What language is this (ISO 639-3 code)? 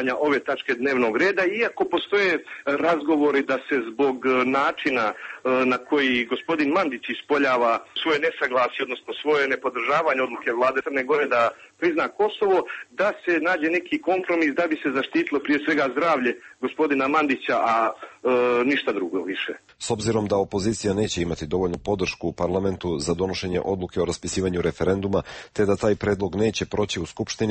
srp